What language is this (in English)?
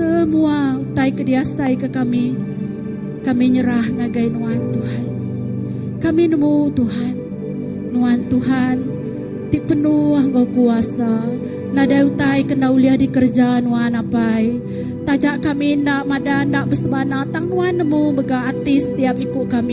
Iban